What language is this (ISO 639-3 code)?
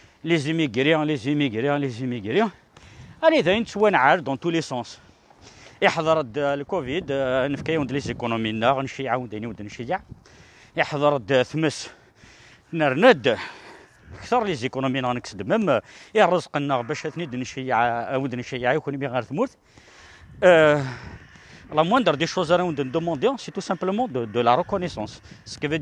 kab